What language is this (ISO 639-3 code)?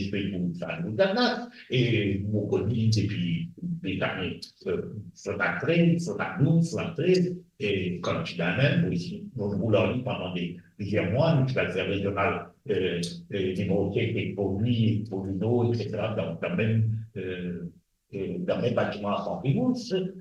mfe